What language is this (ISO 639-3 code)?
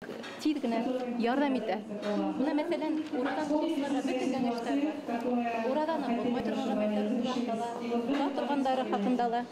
bak